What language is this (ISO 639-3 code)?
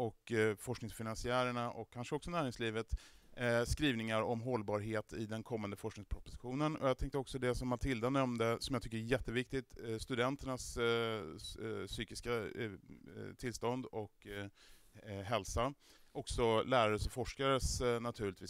swe